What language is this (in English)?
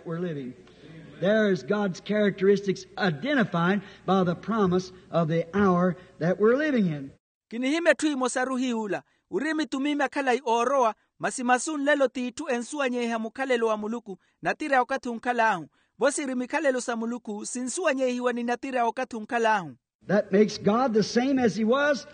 Makhuwa